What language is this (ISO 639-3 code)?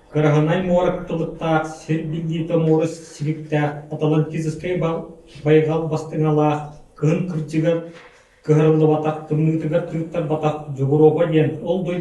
sah